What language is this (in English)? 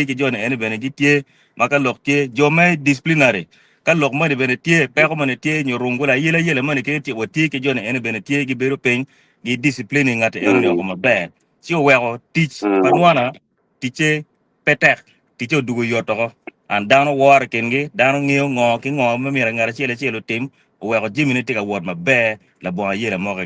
Acoli